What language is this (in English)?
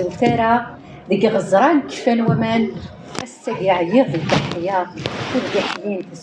Kabyle